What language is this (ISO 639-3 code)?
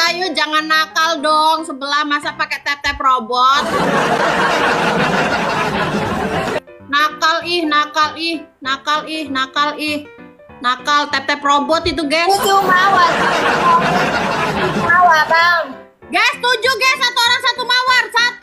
ind